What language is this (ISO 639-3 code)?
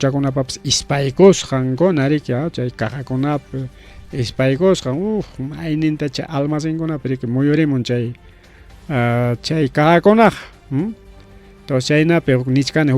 quy